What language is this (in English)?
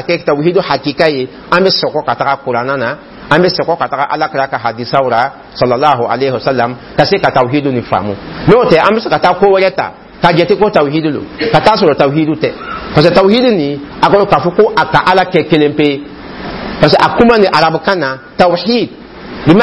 Dyula